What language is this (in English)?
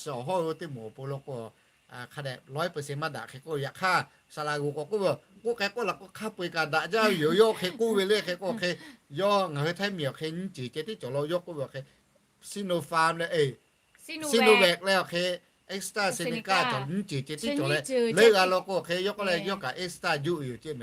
Lahu